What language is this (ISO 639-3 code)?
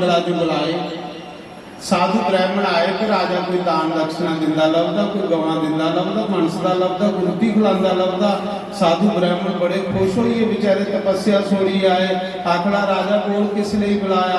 doi